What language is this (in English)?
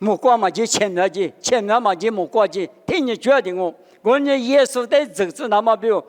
Lisu